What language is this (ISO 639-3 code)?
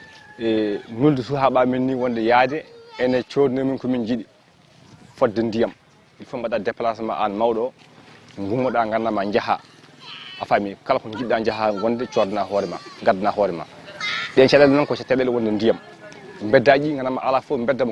ful